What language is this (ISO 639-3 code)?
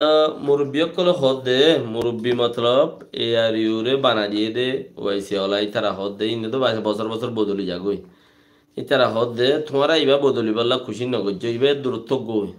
rhg